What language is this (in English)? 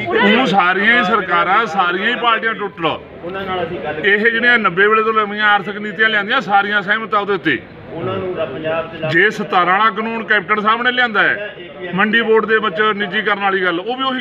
Punjabi